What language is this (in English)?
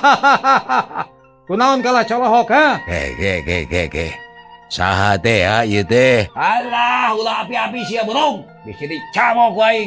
Sundanese